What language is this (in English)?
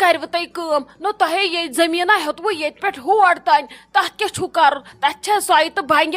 Kashmiri